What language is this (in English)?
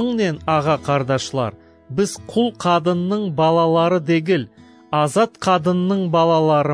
Crimean Tatar